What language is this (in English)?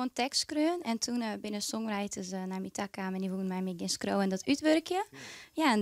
Western Frisian